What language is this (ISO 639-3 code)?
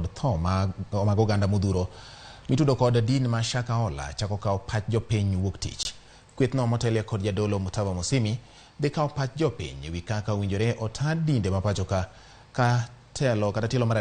luo